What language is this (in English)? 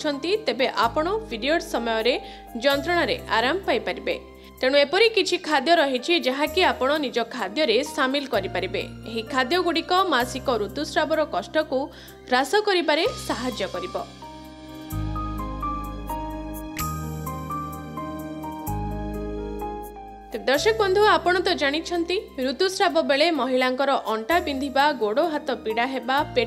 Odia